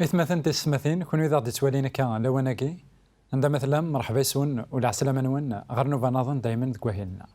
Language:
Kabyle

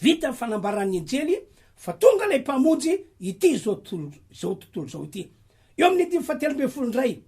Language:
Malagasy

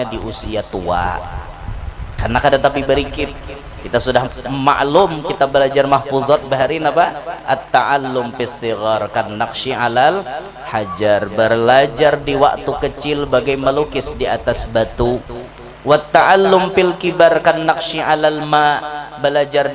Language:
Banjar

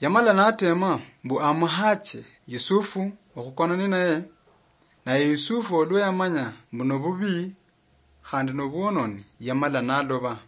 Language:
Luyia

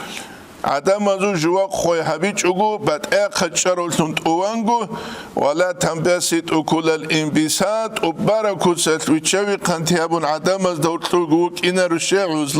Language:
Avaric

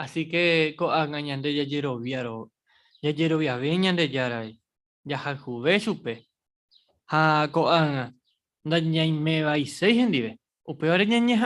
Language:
Guarani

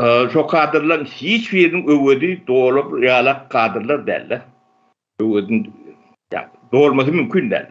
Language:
Turkmen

